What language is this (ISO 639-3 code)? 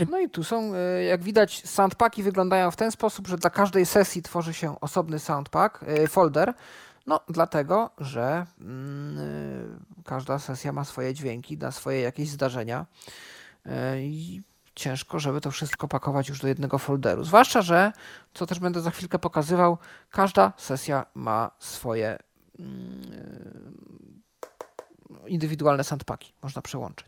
pol